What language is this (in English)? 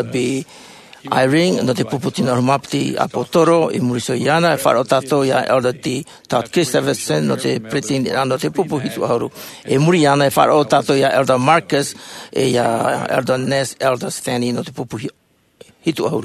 Tahitian